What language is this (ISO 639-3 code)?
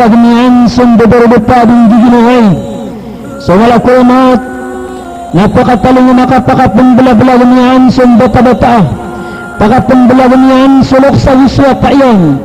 mrw